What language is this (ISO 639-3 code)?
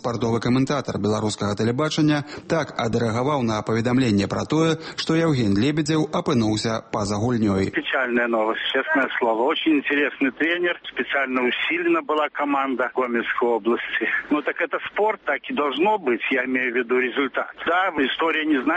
bel